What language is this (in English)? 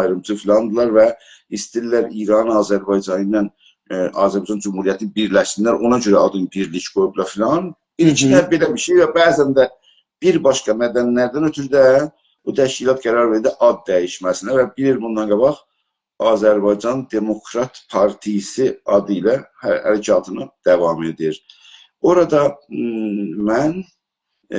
South Azerbaijani